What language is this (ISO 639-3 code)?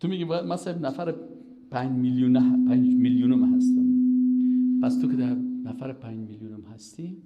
fas